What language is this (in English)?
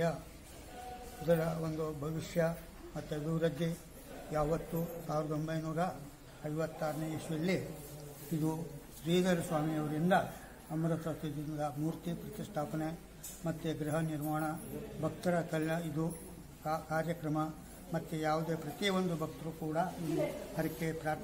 Kannada